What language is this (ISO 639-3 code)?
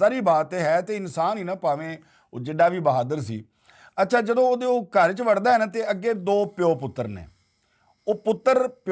lah